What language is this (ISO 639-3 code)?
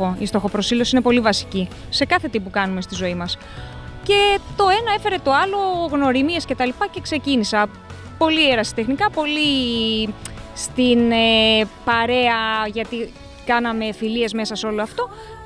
ell